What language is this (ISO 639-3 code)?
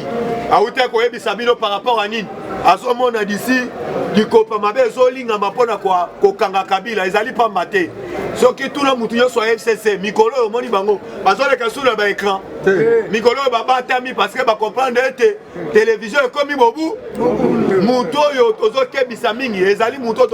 lin